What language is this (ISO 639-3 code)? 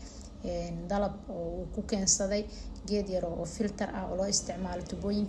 som